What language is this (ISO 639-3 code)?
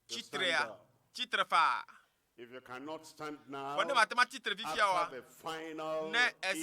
ewe